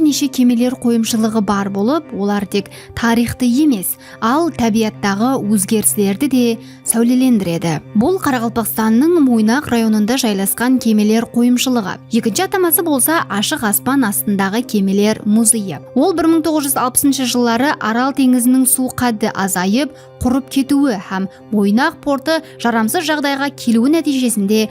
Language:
Kara-Kalpak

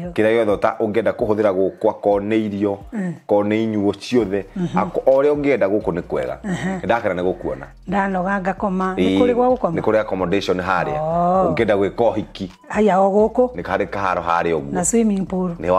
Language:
Kikuyu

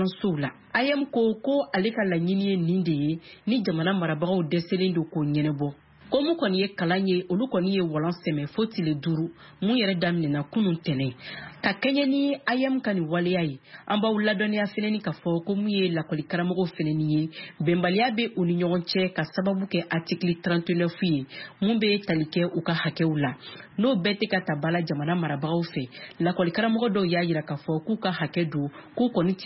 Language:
Bambara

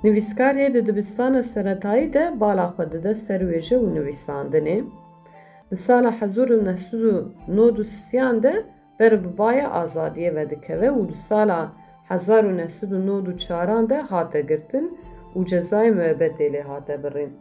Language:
Kurdish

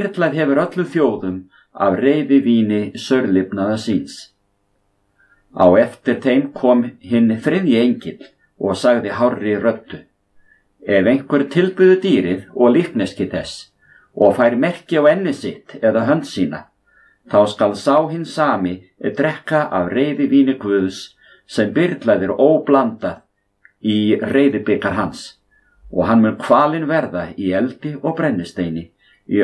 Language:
Icelandic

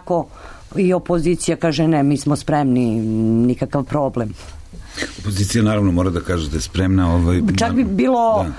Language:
Serbian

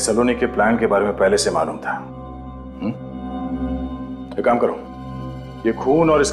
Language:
Hindi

